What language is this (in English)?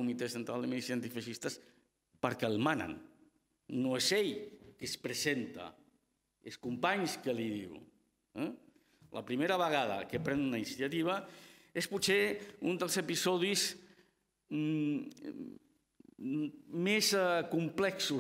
Catalan